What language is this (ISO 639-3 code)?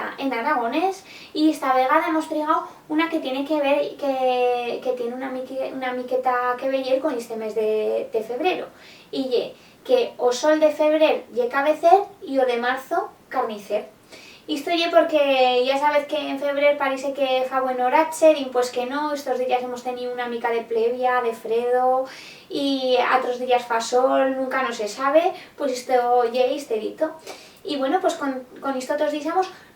arg